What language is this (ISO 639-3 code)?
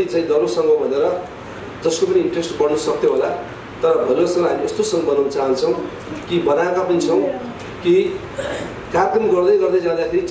nep